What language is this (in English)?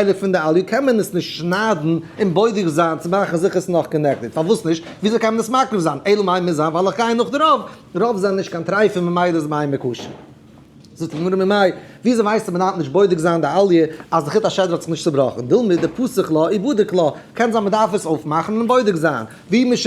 Yiddish